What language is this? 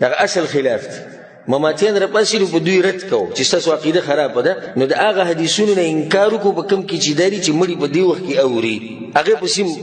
Pashto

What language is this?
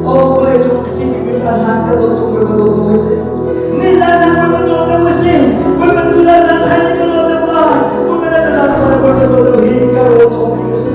Hakha Chin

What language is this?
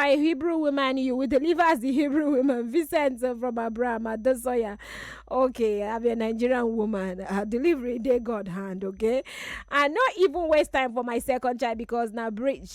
Nigerian Pidgin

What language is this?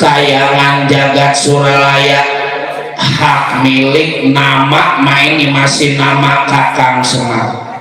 Betawi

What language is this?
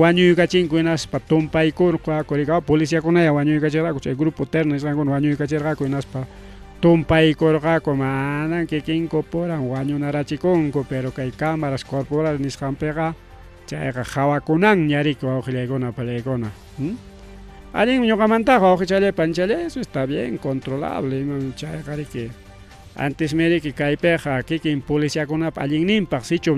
Ayacucho Quechua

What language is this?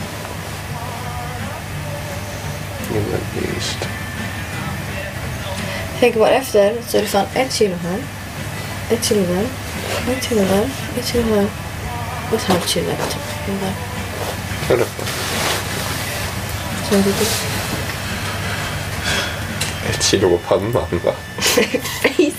Swedish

